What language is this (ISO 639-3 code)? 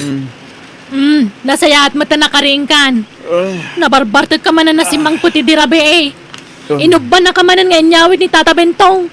ilo